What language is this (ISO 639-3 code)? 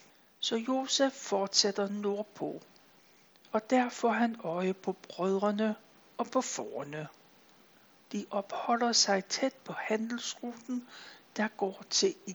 dan